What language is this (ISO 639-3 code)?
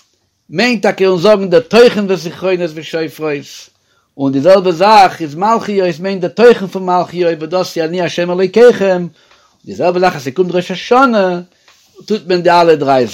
yid